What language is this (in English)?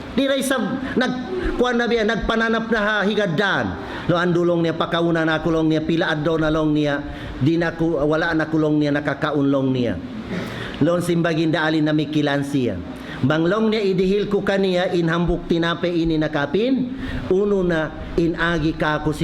Tausug